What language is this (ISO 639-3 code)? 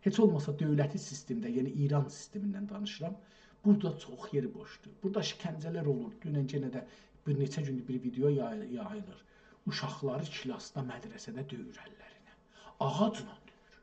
azb